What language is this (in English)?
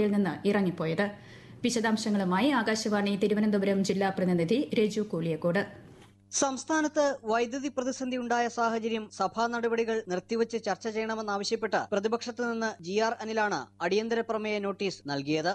Malayalam